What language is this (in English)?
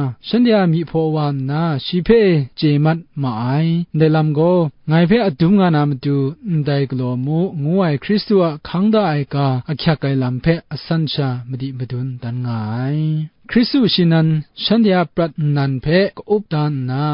Kachin